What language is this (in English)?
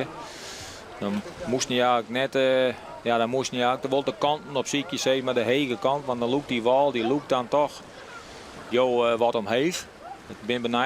Western Frisian